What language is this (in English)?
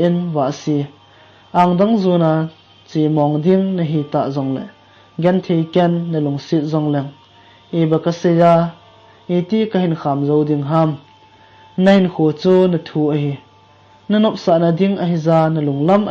Thado Chin